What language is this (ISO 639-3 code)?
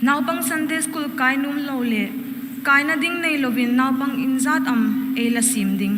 hmr